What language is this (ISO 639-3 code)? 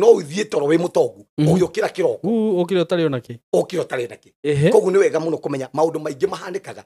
kik